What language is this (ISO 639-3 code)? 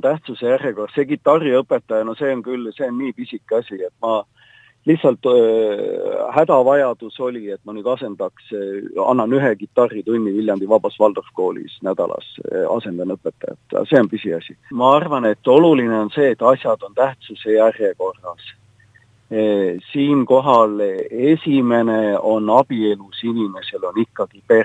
est